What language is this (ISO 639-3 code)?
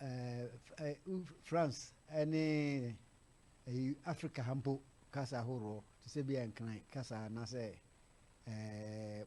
aka